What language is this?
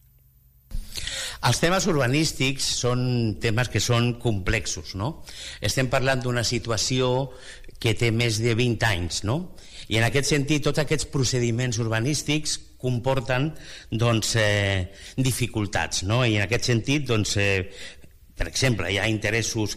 Catalan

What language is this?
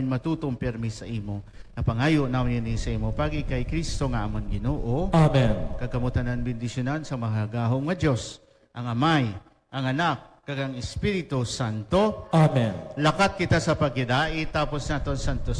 Hiligaynon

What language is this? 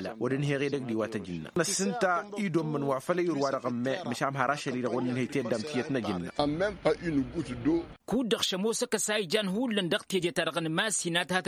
Tamasheq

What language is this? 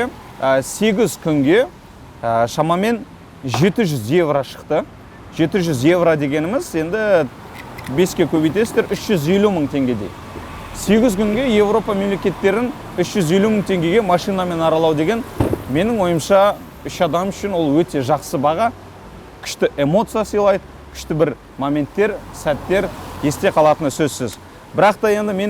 Kazakh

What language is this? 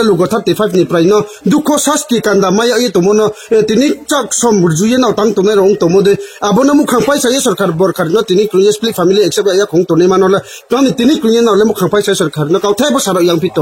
Riang (India)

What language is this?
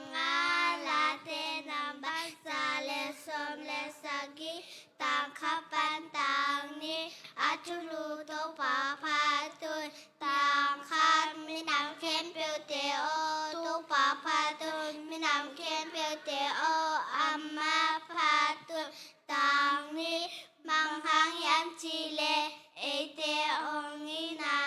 Tedim Chin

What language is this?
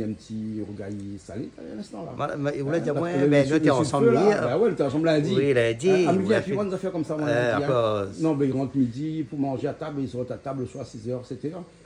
Réunion Creole French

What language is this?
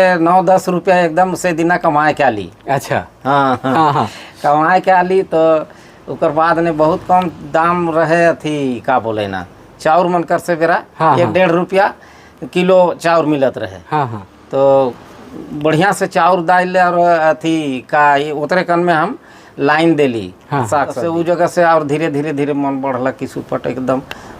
Sadri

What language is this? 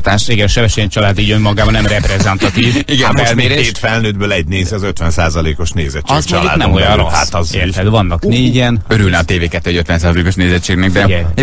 Hungarian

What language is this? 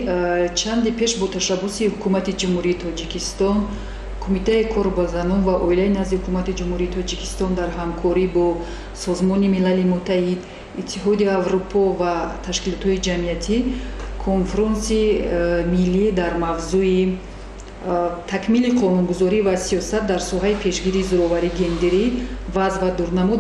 Tajik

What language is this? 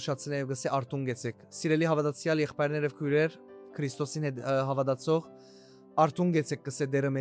Western Armenian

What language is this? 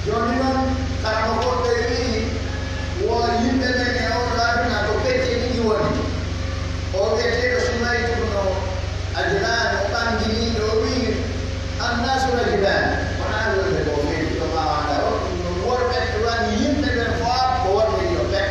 Pular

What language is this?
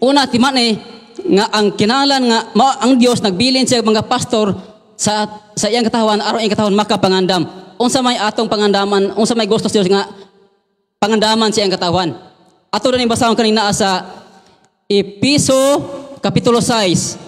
Cebuano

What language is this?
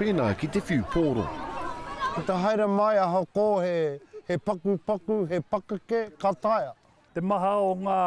Māori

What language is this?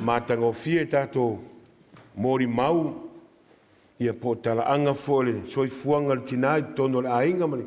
Samoan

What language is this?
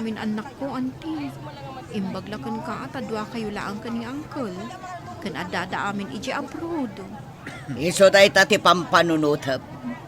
Iloko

